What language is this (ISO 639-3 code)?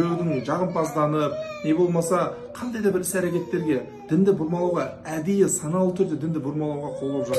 kaz